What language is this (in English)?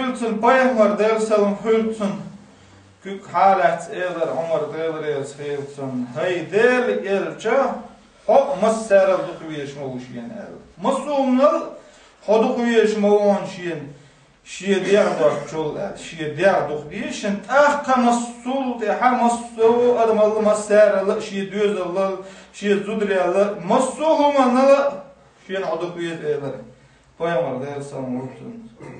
Chechen